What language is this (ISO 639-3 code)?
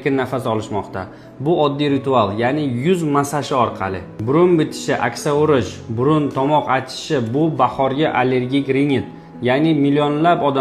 uzb